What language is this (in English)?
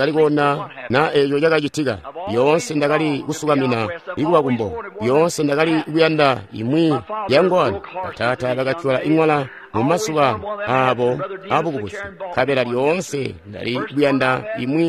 Tonga (Zambia)